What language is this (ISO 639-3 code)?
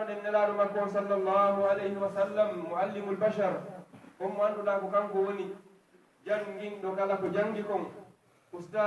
ful